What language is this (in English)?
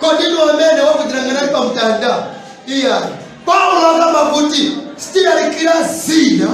Nyanja